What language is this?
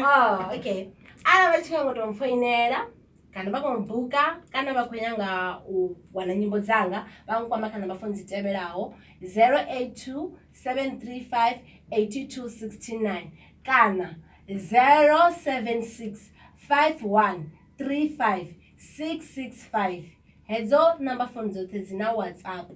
Venda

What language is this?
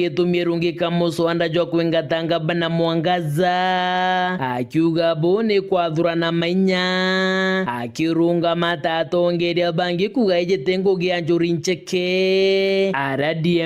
Meru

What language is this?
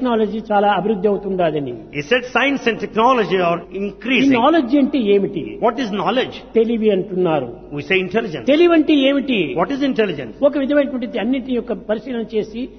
Telugu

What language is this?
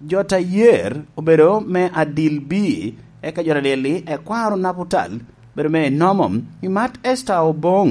Lango (Uganda)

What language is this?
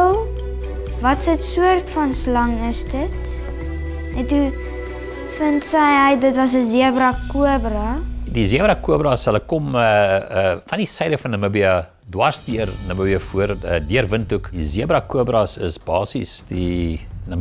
Afrikaans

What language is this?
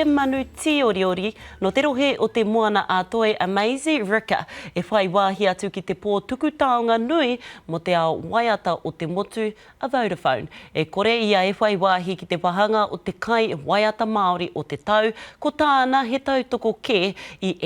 Māori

